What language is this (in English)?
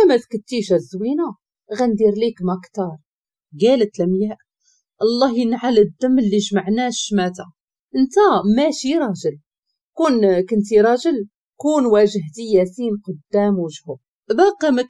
Moroccan Arabic